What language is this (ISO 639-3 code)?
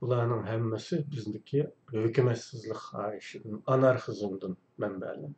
uig